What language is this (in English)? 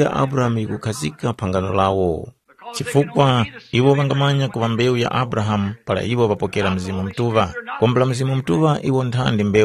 Tumbuka